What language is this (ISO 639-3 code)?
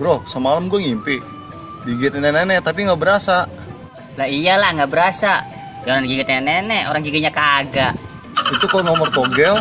bew